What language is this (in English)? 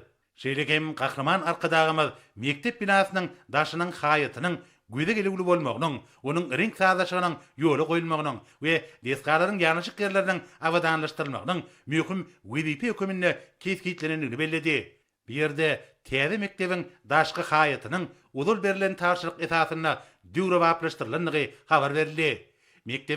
Turkmen